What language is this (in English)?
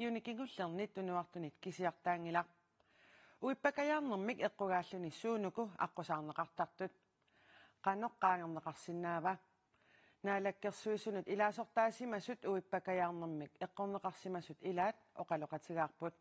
Kalaallisut